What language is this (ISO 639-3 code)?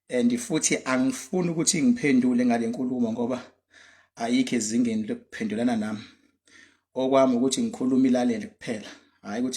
zul